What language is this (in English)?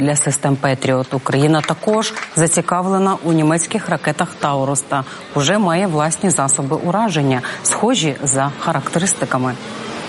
Ukrainian